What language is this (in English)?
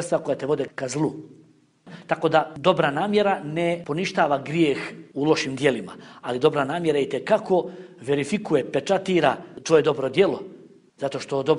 Bosnian